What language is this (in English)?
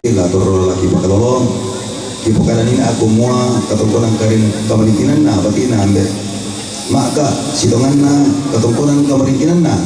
Toraja-Sa'dan